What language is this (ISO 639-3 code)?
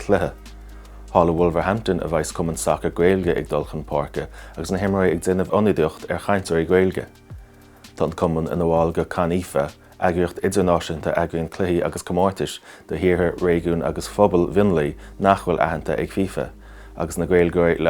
gle